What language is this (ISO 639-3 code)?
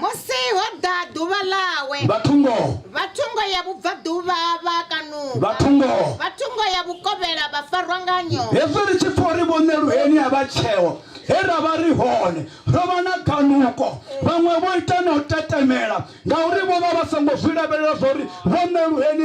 ven